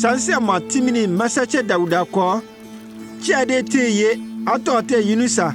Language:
Konyanka Maninka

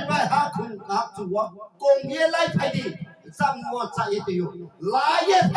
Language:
Riang (India)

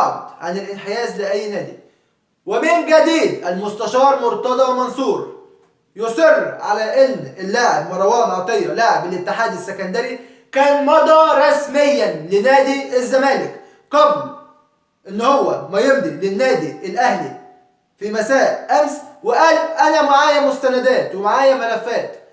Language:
Egyptian Arabic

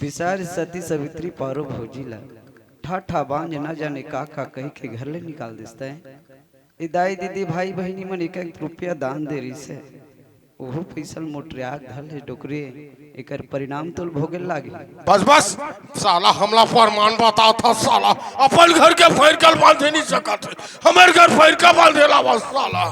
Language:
Chhattisgarhi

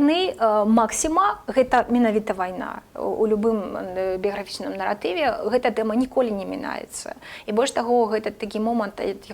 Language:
Belarusian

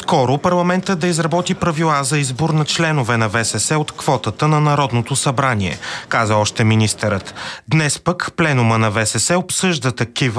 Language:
Bulgarian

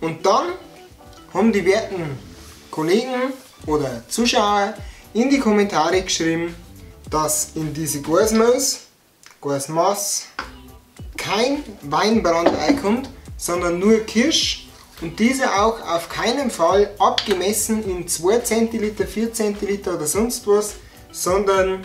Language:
Bavarian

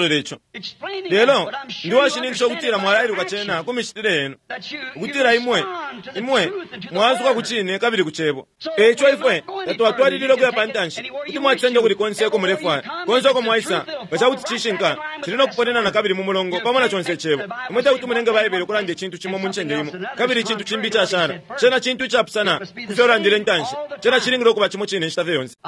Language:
Bemba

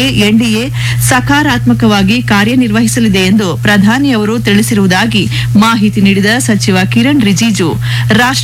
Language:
Kannada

